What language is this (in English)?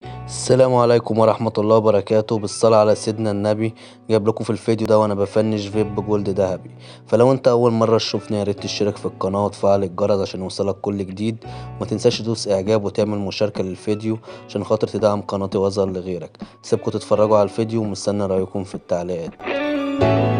Egyptian Arabic